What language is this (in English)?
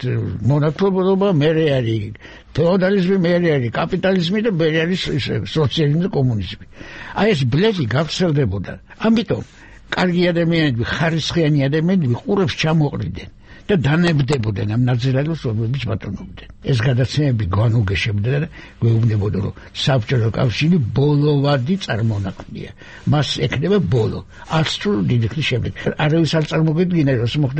Georgian